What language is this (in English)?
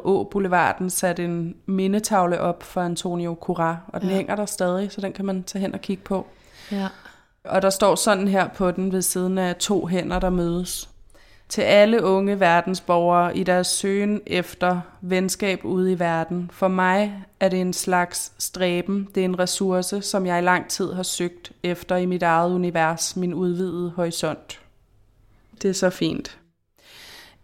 Danish